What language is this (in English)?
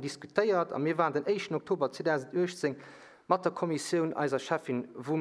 Luxembourgish